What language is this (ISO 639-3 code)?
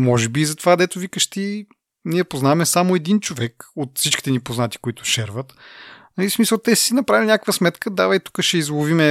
bul